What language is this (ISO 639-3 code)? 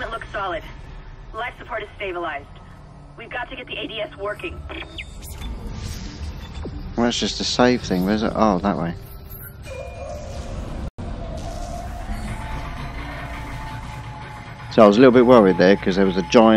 eng